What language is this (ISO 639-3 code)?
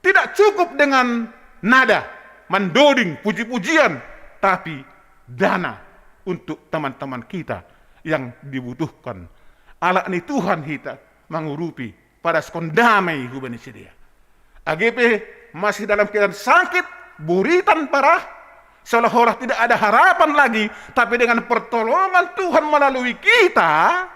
bts